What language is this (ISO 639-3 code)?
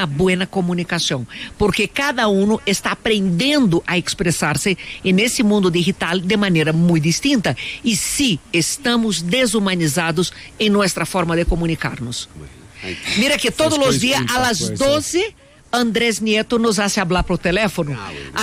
spa